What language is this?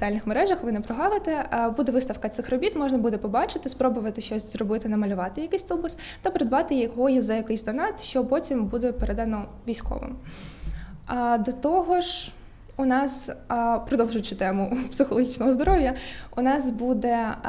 Ukrainian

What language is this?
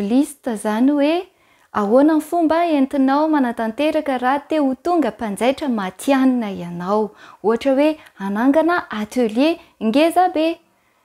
Malagasy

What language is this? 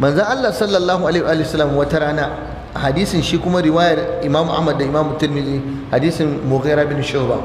Hausa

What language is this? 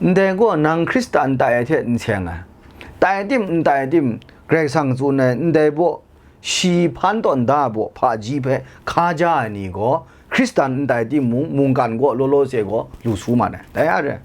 Kachin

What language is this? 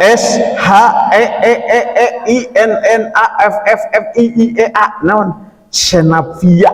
Sundanese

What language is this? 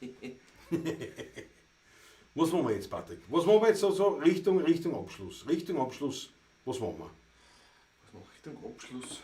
Bavarian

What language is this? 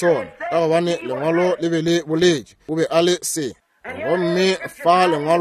Northern Sotho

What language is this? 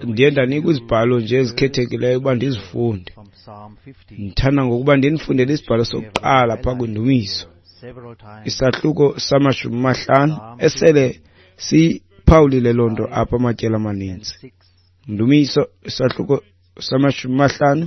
Xhosa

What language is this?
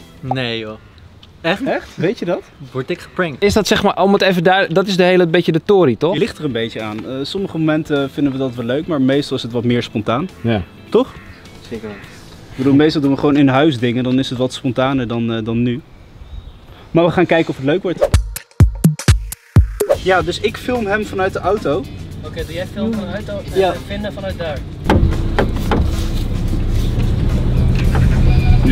Dutch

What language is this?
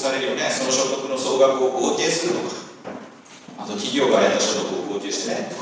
Japanese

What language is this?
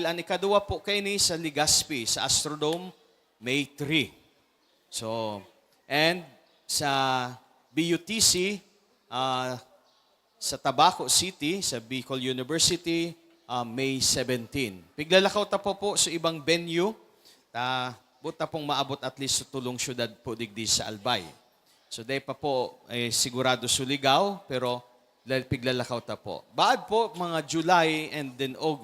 Bikol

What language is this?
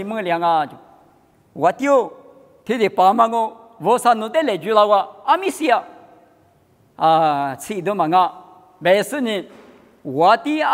Lisu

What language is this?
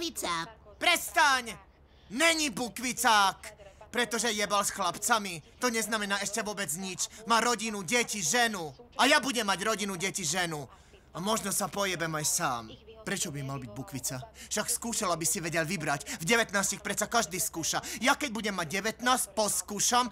Slovak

